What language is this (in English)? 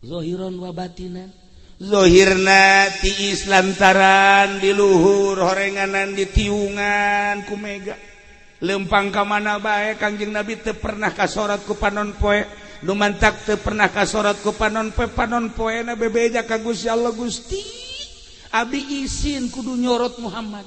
Sundanese